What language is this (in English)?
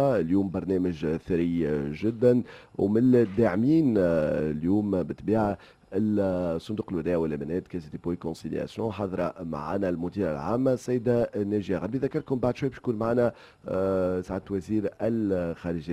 Tunisian Arabic